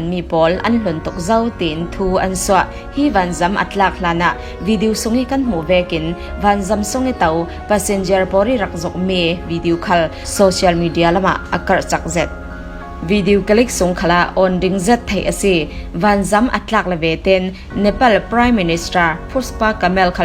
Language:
Falam Chin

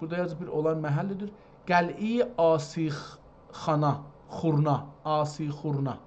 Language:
South Azerbaijani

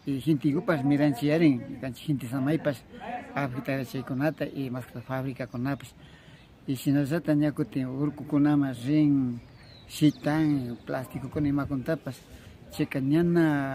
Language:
Imbabura Highland Quichua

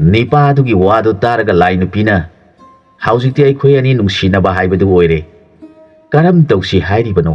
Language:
Manipuri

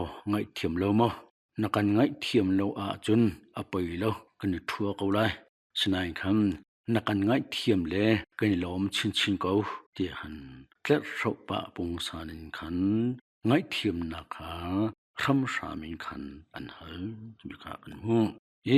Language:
Hakha Chin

